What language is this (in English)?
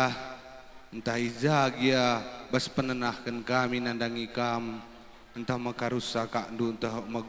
Batak Karo